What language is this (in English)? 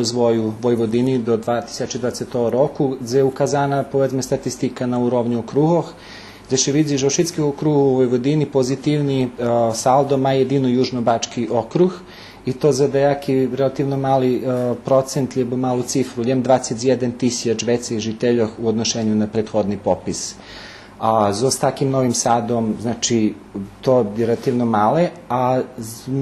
Rusyn